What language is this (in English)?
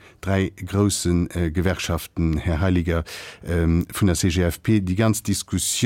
Luxembourgish